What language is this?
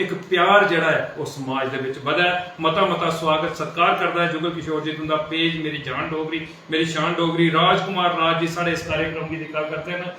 Dogri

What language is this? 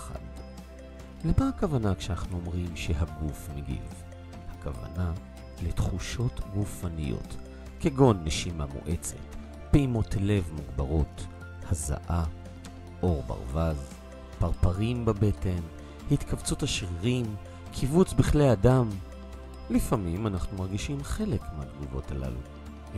Hebrew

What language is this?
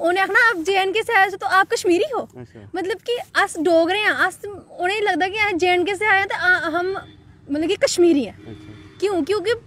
Dogri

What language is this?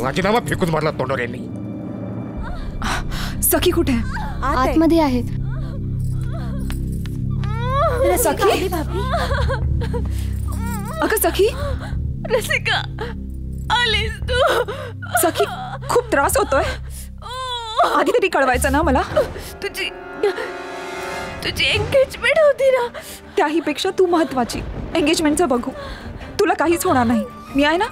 Marathi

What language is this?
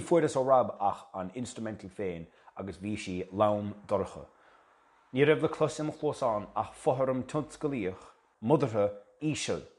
Irish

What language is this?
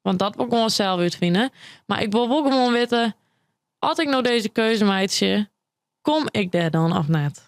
Western Frisian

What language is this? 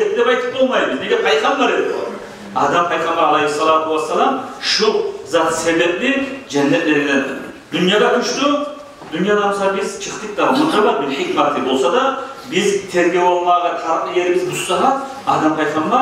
Kumyk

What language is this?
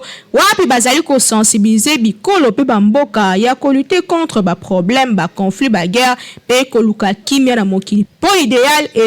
Lingala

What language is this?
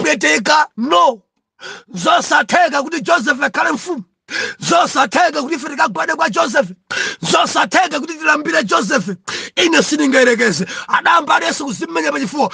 Nyanja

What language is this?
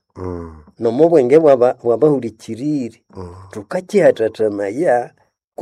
Nande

